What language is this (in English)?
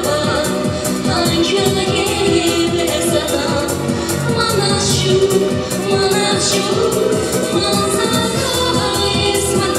Chuvash